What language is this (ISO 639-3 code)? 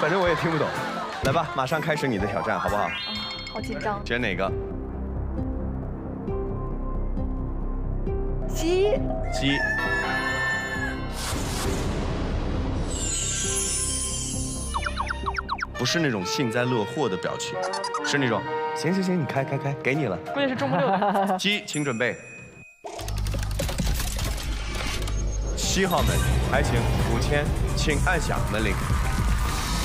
zho